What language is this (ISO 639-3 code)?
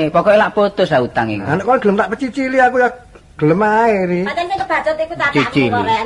jav